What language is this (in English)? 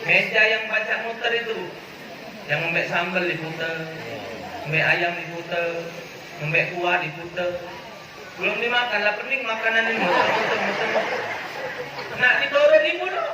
Musi